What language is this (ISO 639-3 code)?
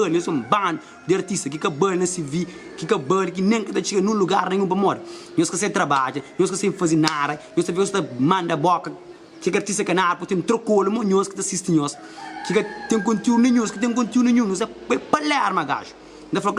kea